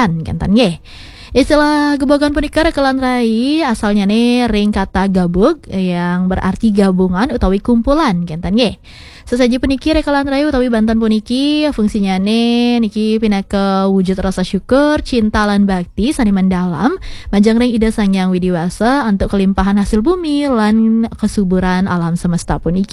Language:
Balinese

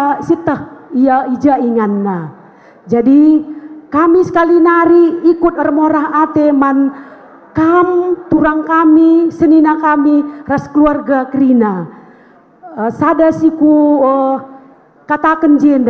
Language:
Batak Karo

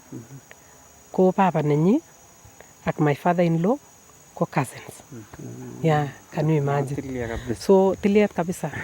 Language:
Nandi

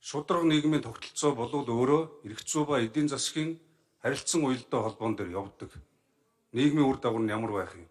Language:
Mongolian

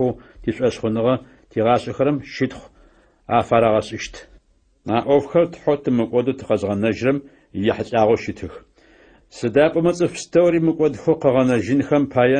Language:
Adyghe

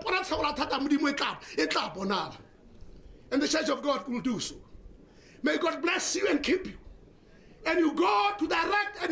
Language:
Tswana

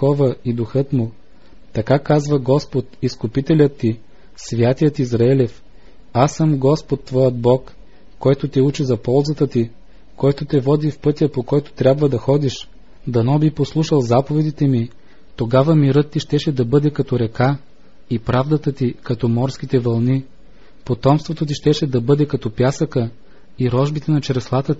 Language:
Bulgarian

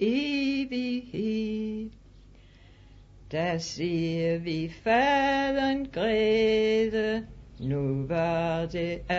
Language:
Danish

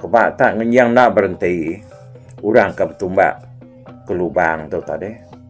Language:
Iban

